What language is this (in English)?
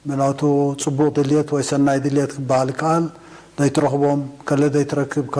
Tigrinya